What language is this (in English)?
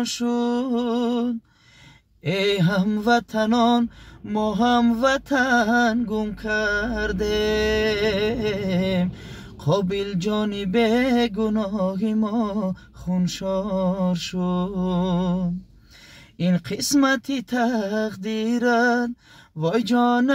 Tajik